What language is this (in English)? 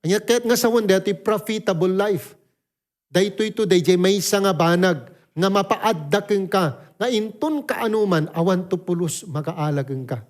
Iloko